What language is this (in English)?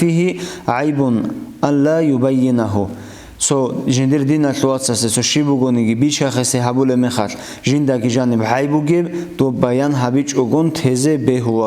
Avaric